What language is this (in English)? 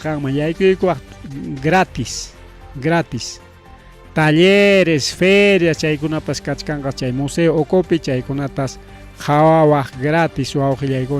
Ayacucho Quechua